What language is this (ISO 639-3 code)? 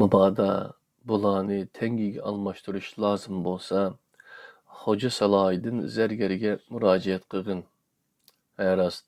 uig